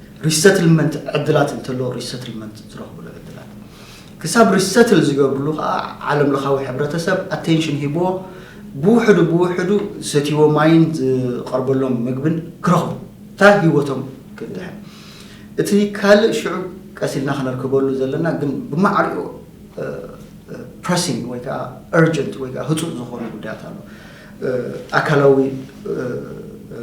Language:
Tigrinya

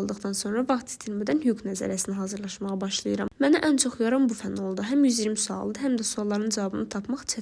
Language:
Azerbaijani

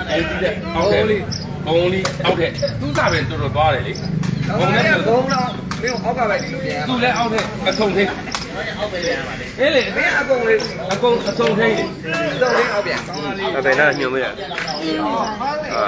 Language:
Burmese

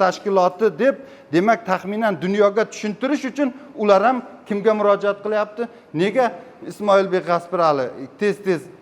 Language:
Uzbek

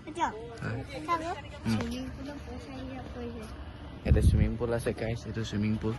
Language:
Naga Pidgin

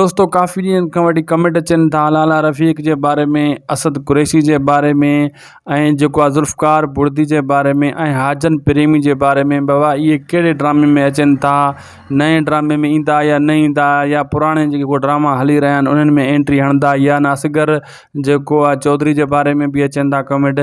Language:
Sindhi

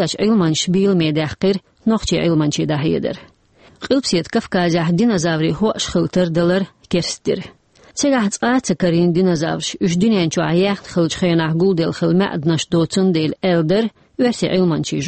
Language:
Chechen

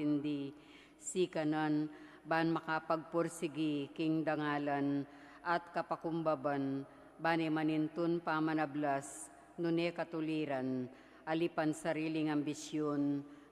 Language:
Pampanga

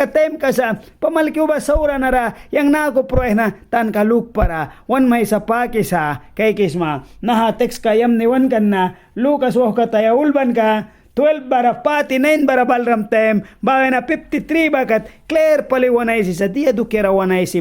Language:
Mískito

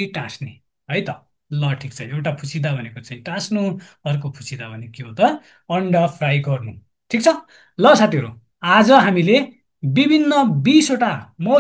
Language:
Nepali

